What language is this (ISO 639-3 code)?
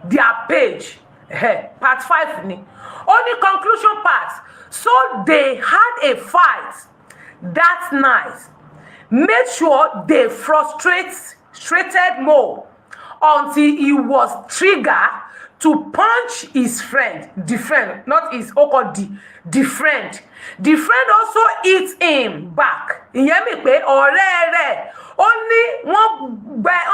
yor